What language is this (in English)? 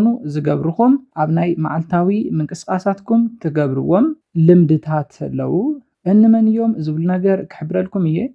Tigrinya